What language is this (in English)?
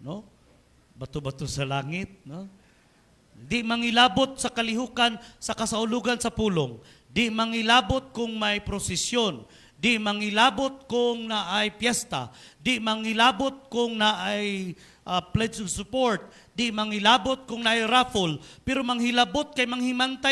Cebuano